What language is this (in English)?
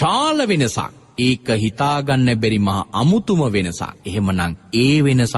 Sinhala